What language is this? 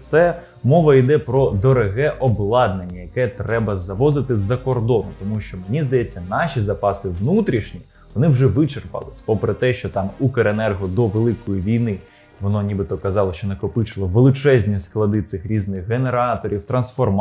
Ukrainian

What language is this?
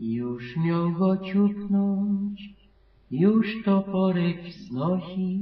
Silesian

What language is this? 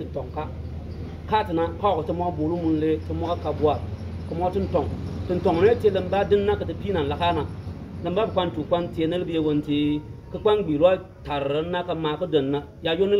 Bimoba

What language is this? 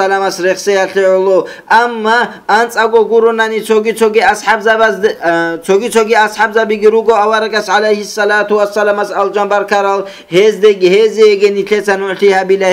Avaric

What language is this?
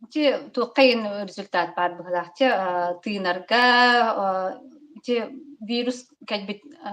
Yakut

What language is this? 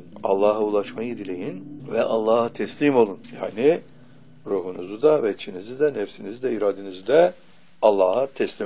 Turkish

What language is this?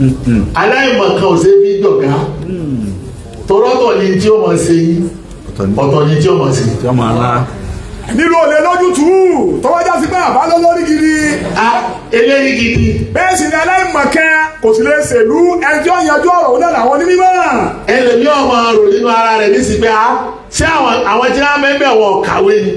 Yoruba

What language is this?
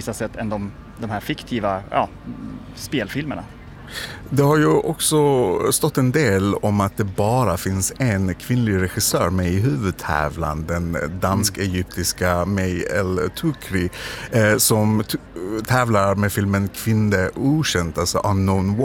Swedish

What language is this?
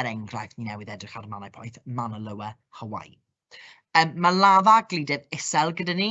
Welsh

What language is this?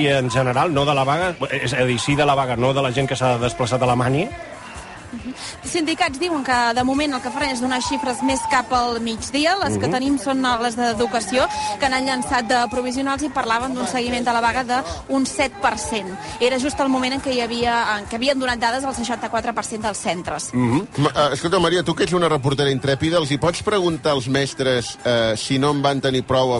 Catalan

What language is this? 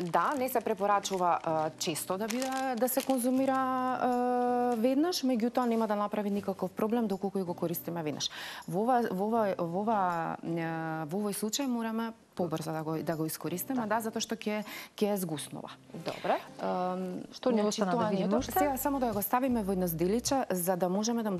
Macedonian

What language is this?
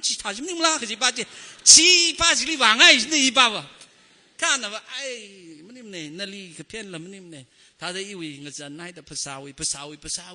Tangkhul Naga (India)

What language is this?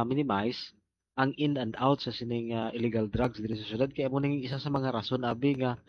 Hiligaynon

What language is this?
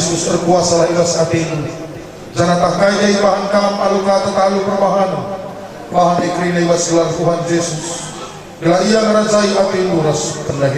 Batak Karo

